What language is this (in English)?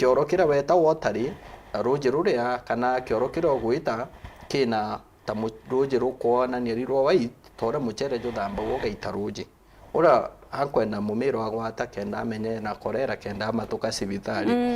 Meru